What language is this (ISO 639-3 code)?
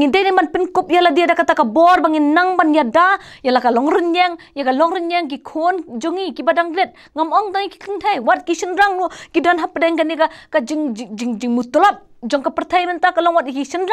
kha